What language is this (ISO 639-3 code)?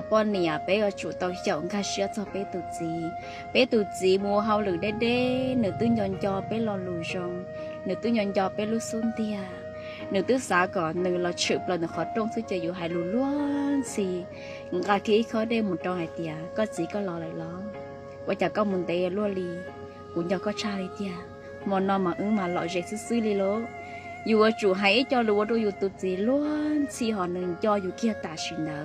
hmn